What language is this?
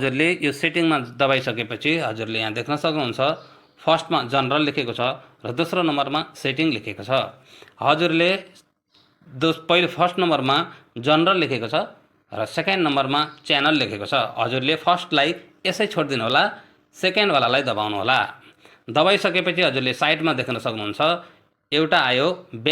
Nepali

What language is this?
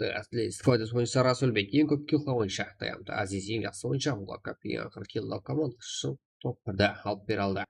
Kara-Kalpak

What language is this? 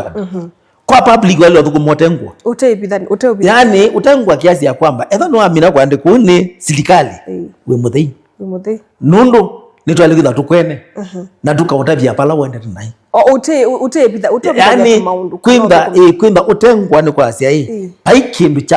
Kamba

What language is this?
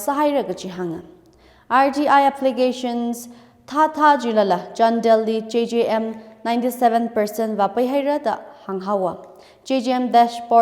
Tangkhul Naga (India)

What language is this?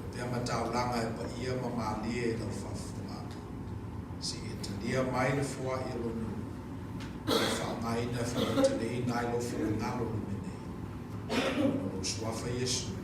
Samoan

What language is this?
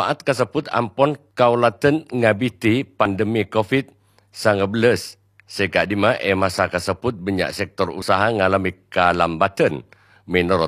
Madurese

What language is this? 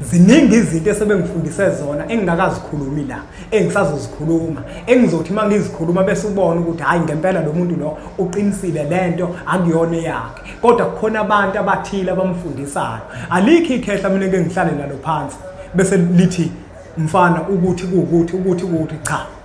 Zulu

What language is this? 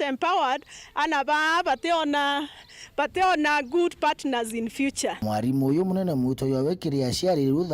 Meru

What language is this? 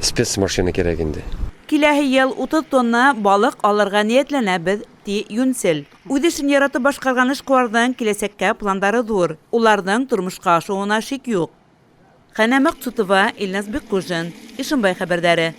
Bashkir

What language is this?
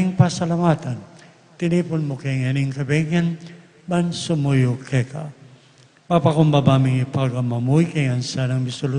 Pampanga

